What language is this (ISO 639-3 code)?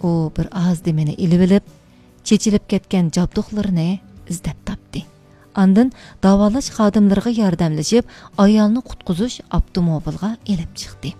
uig